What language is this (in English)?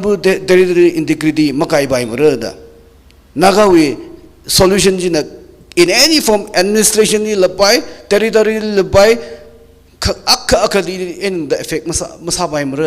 Tangkhul Naga (India)